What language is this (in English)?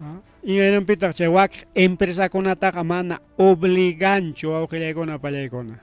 Ayacucho Quechua